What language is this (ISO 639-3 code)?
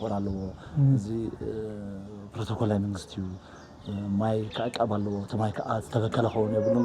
tir